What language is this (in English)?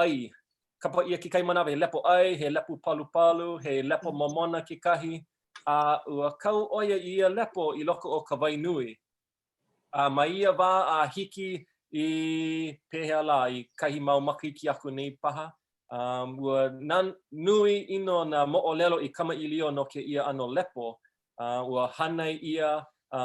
Hawaiian